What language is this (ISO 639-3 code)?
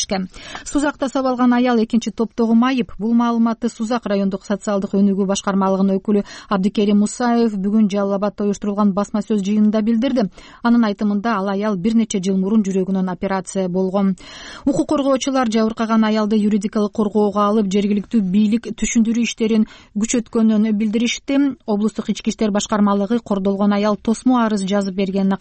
kir